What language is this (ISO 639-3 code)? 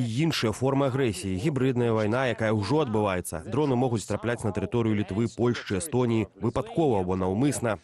bel